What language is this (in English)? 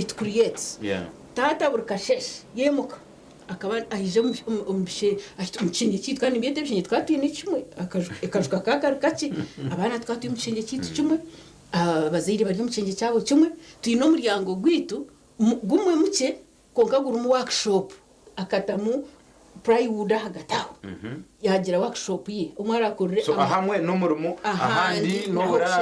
Nyankole